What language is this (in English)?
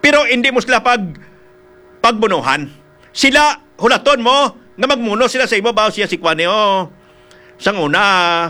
Hiligaynon